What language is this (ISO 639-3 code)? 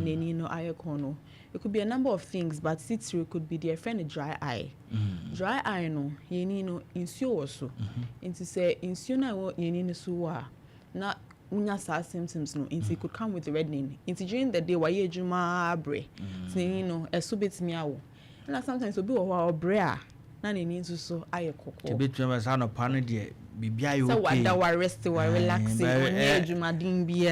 aka